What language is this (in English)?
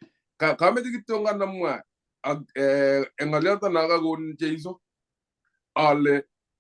Kalenjin